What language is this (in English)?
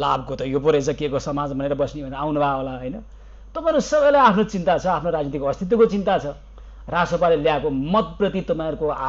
Nepali